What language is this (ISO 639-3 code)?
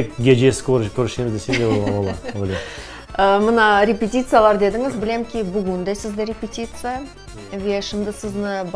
crh